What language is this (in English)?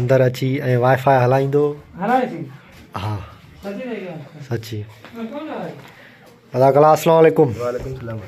Sindhi